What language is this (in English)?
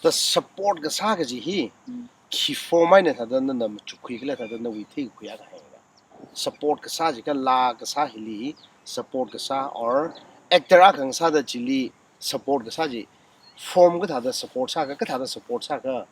Tangkhul Naga (India)